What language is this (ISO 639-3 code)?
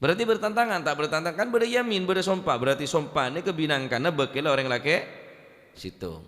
mad